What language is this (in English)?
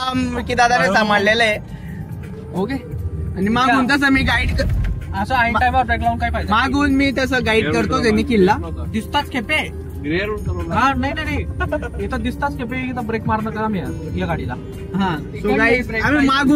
Marathi